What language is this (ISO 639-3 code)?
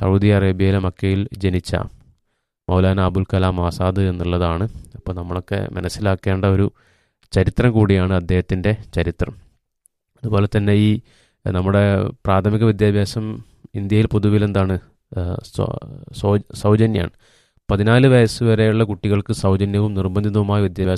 mal